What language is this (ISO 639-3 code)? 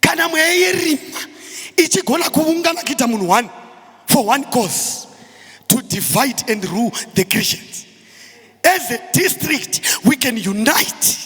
sna